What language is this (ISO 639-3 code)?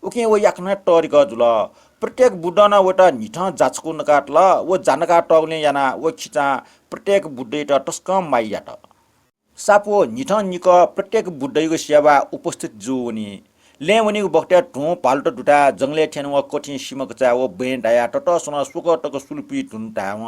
new